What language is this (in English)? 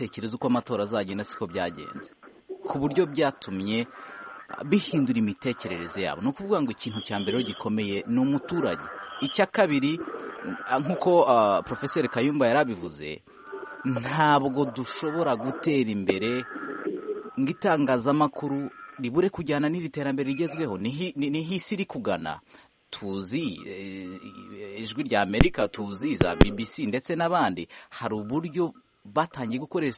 Kinyarwanda